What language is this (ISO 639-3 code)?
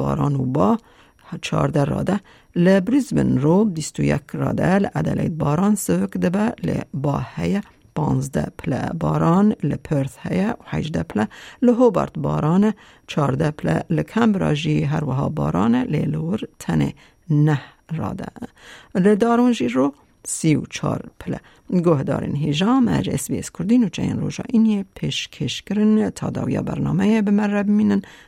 kur